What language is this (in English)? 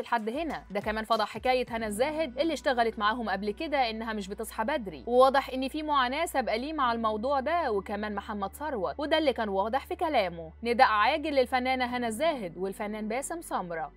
Egyptian Arabic